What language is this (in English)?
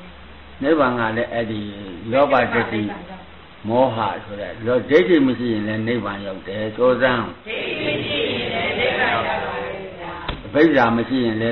Burmese